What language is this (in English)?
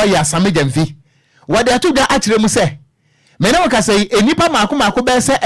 Akan